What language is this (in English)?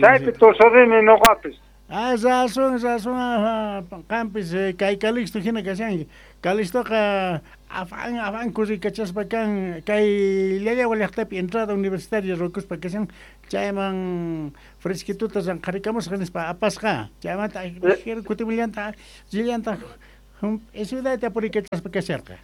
Quechua